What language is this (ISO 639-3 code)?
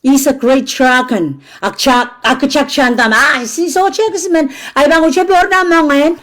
pon